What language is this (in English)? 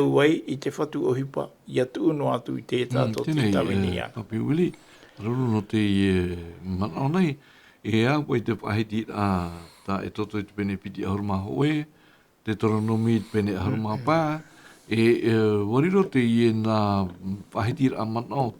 Tahitian